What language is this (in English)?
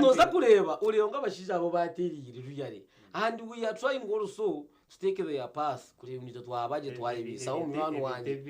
Nyankole